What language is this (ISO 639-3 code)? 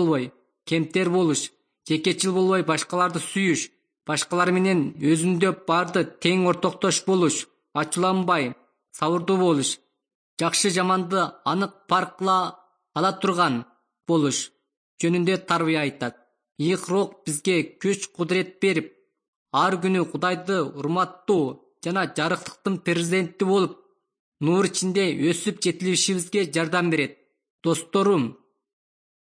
kir